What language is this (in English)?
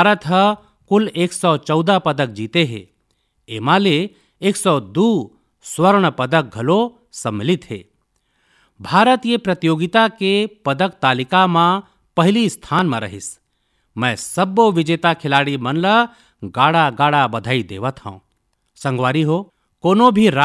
Chhattisgarhi